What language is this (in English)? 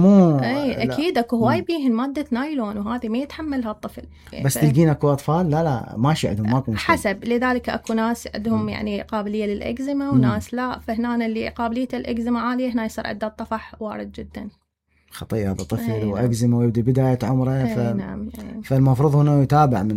Mesopotamian Arabic